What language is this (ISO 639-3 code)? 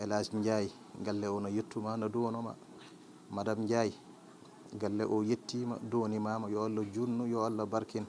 ful